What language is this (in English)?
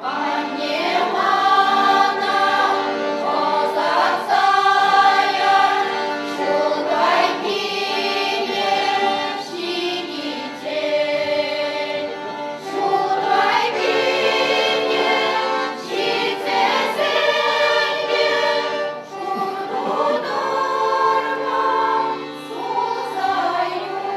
Chuvash